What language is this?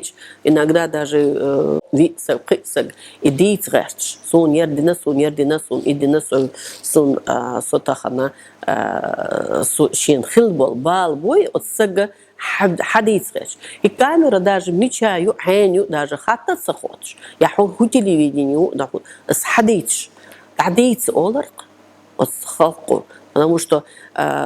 Chechen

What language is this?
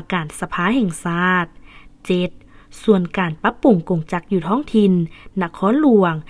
Lao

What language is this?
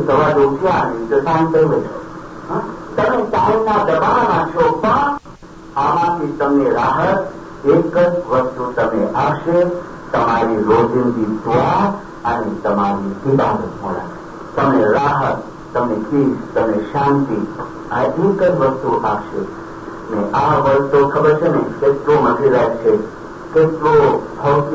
Gujarati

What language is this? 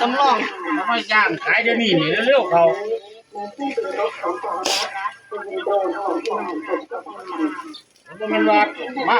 Northeastern Thai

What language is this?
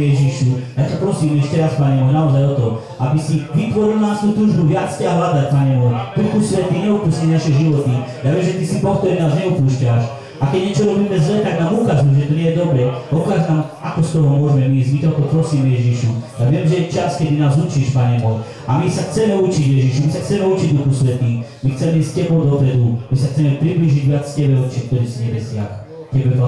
Slovak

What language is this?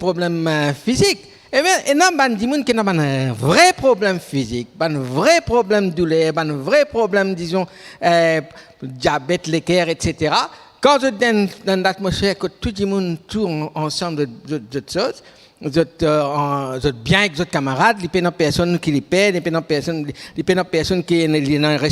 Morisyen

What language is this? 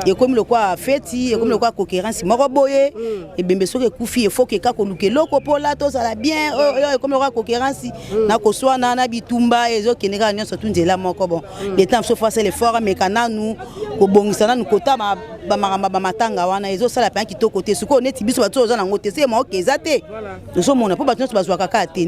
Lingala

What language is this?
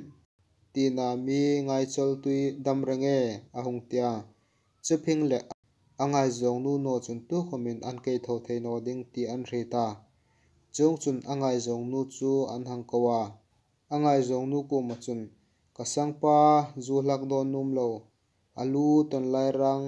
Hmar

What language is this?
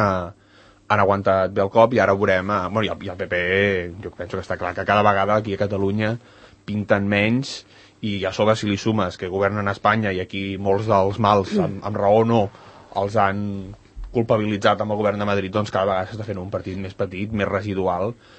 Catalan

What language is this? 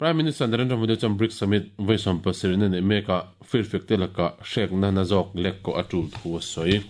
Mizo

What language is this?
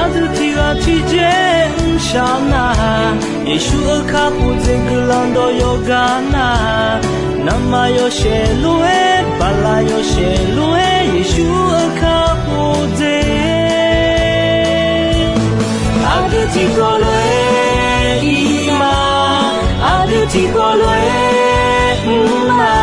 Akha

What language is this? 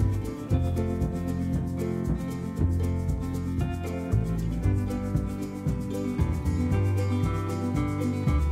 Kannada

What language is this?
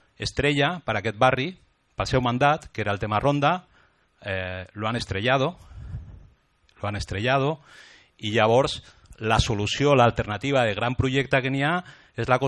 Catalan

